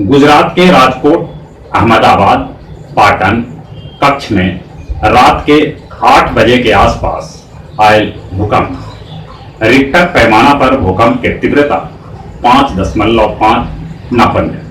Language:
Magahi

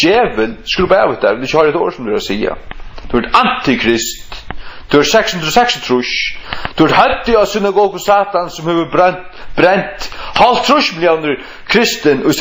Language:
Faroese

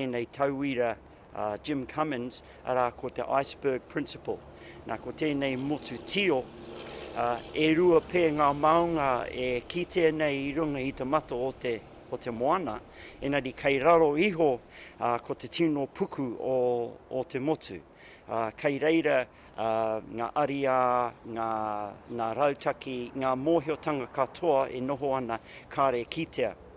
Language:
Māori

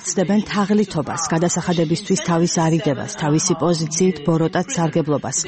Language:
Georgian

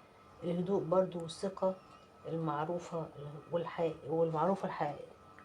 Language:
Egyptian Arabic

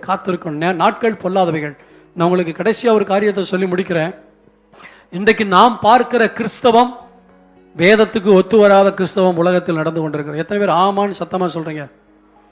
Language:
Tamil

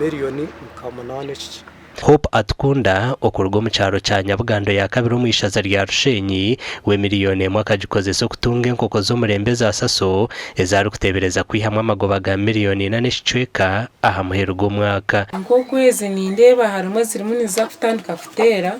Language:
Nyankole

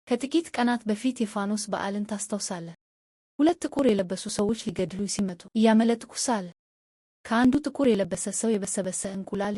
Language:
Amharic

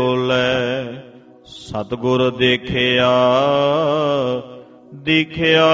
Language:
Punjabi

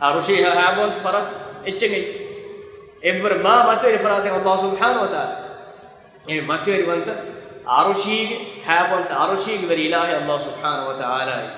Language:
Divehi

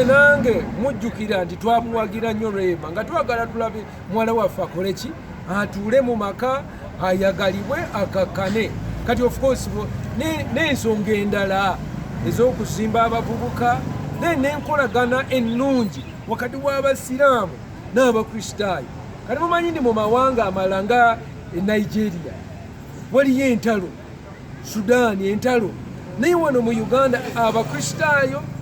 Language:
Ganda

